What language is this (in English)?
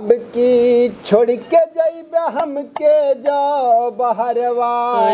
Awadhi